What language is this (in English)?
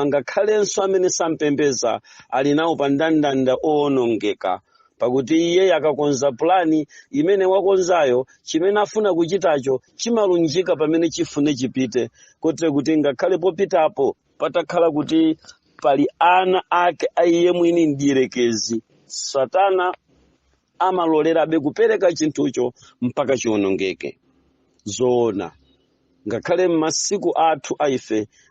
Nyanja